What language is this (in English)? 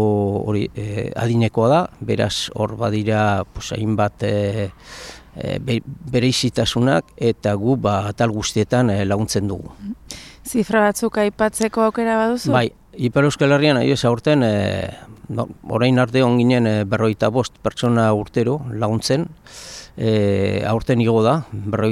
Basque